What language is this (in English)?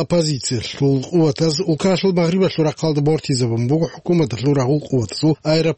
Avaric